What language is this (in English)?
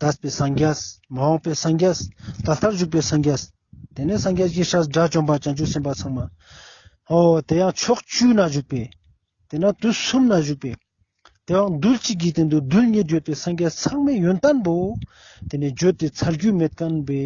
Ladakhi